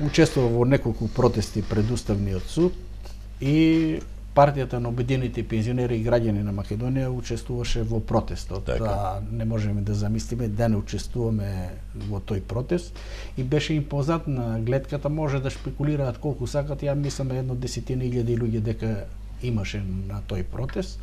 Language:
Macedonian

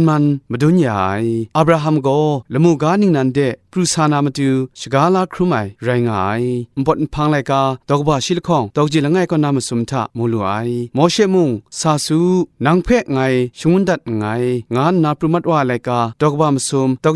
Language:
Kachin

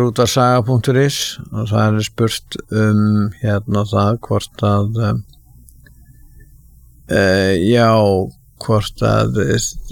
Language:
Icelandic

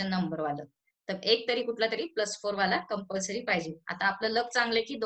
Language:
Marathi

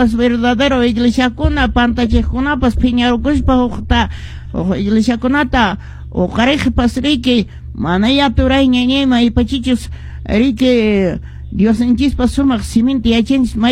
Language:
Quechua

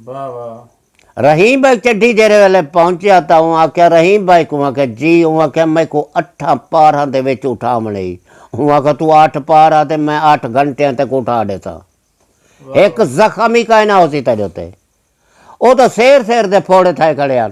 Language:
Saraiki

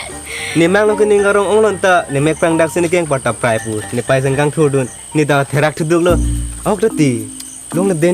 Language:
Karbi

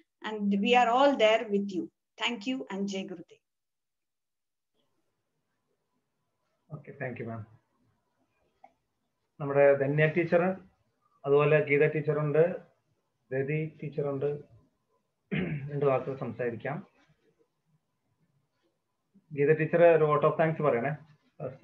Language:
Malayalam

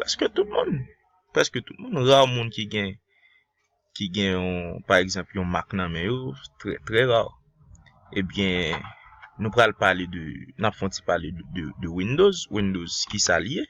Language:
Haitian Creole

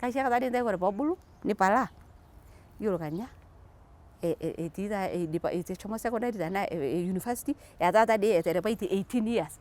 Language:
Masai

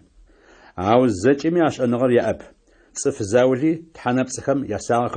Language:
Adyghe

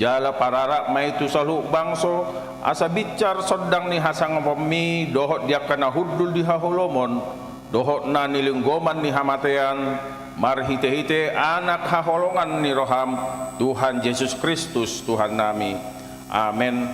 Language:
Batak Toba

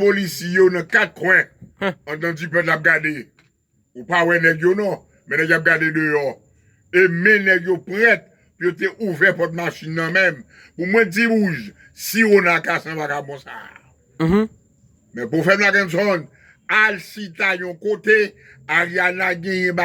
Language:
Haitian Creole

